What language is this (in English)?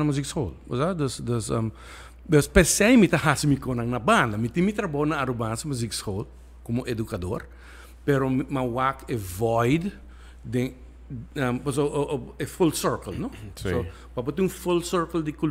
Papiamento